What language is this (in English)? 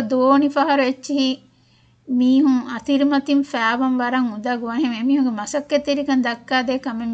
Divehi